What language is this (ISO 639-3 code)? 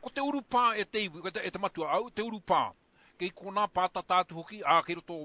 mri